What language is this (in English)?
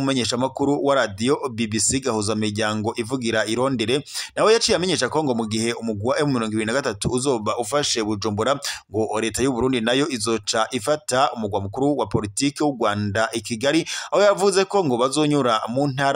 Rundi